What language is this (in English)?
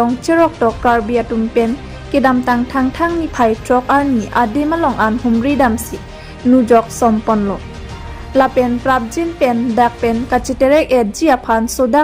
Karbi